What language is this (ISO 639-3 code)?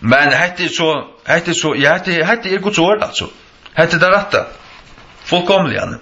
fao